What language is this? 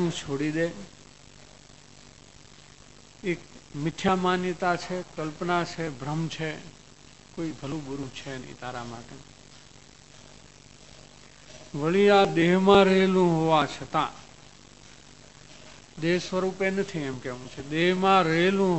Gujarati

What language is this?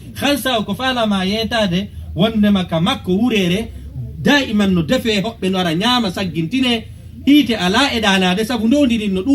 Fula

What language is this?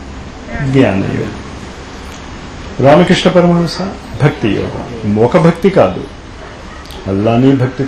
Telugu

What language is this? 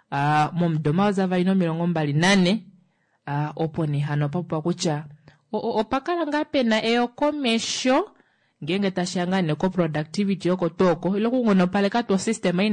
Kuanyama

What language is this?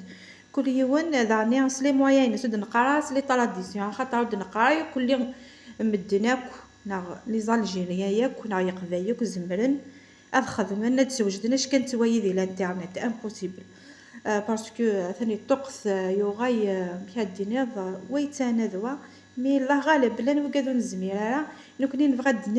Kabyle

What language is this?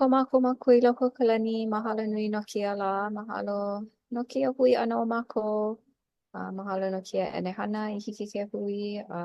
Hawaiian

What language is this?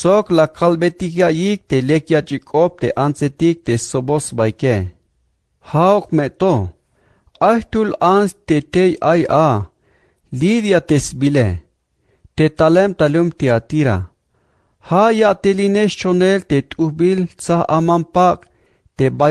Tzeltal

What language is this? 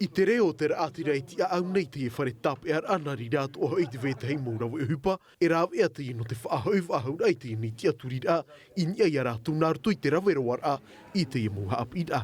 Tahitian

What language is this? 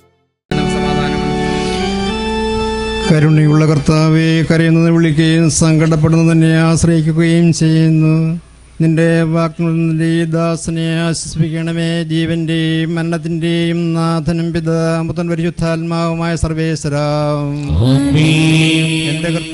Malayalam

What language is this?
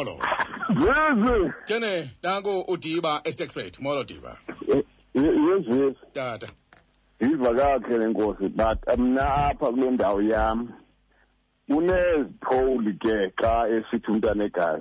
Xhosa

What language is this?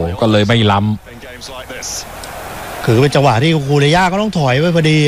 Thai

